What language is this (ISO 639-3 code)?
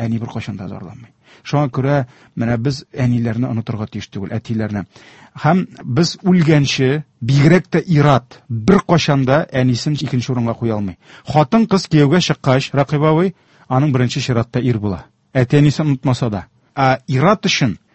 tat